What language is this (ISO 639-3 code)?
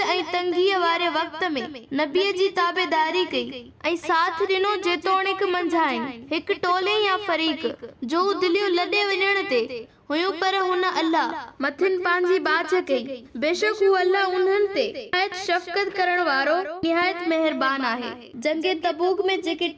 snd